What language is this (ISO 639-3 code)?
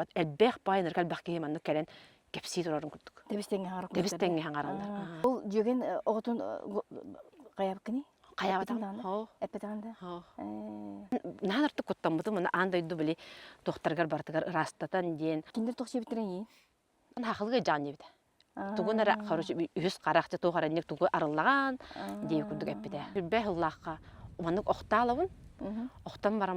sah